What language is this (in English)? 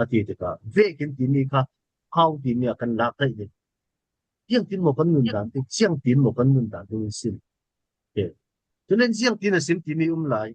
Falam Chin